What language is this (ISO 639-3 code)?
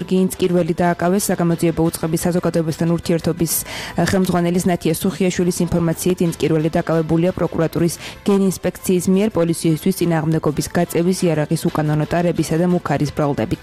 kat